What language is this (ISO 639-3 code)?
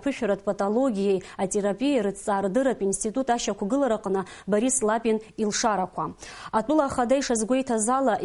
abk